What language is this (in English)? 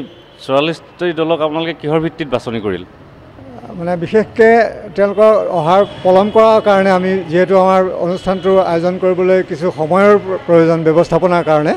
Assamese